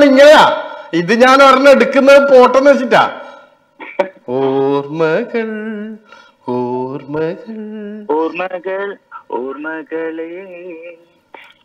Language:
Malayalam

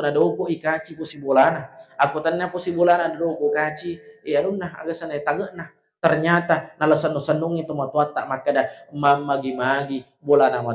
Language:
Buginese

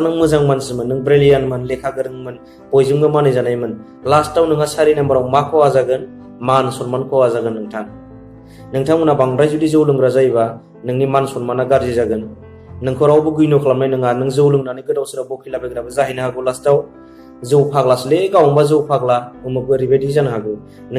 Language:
Bodo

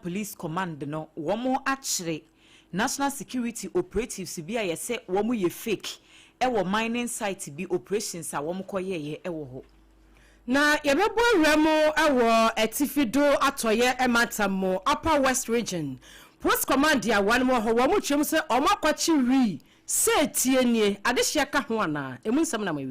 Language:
Akan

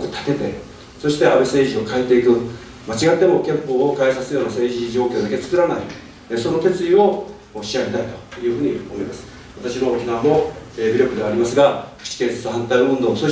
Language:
Japanese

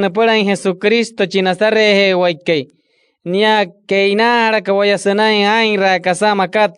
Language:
Wayuu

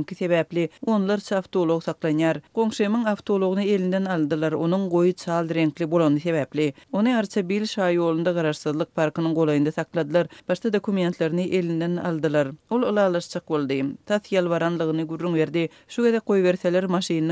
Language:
Turkmen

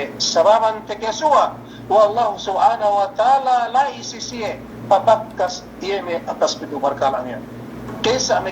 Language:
Yakan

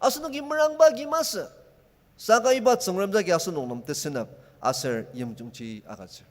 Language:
Ao Naga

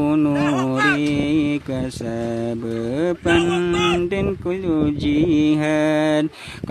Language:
Maranao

